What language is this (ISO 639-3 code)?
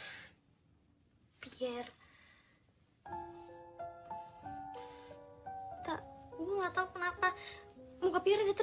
ind